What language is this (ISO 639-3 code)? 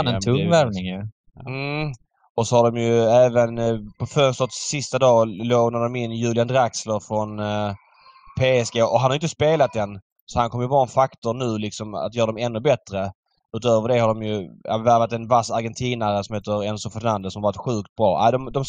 swe